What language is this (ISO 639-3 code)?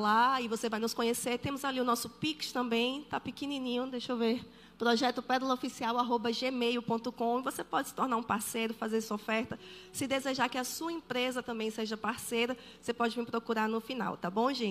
por